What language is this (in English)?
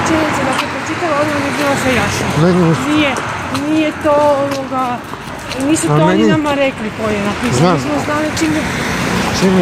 Croatian